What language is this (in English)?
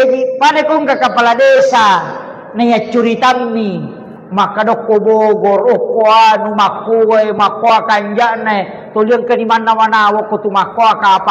Buginese